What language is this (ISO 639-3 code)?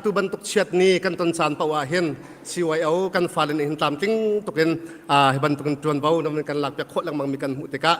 cnh